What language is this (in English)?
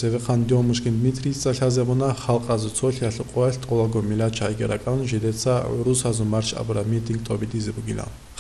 Avaric